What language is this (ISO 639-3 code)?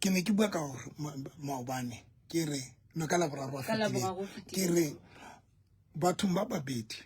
sot